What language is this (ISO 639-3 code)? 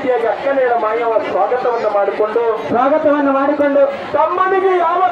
kan